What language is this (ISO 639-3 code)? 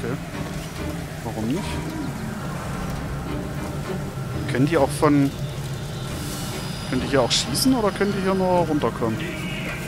deu